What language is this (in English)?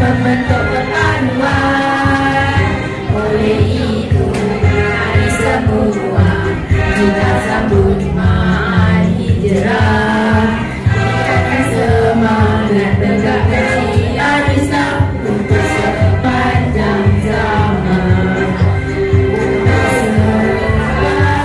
Malay